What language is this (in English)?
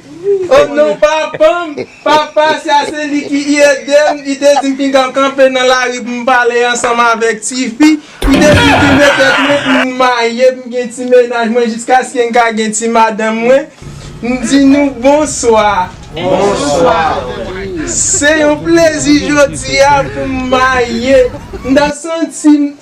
Haitian Creole